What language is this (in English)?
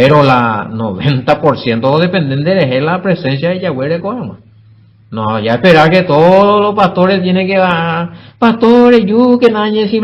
Guarani